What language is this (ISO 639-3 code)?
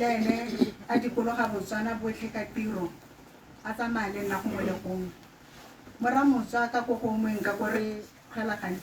tsn